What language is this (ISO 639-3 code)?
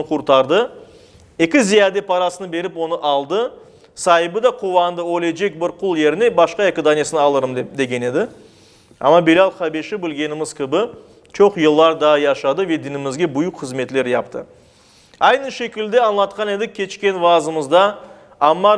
crh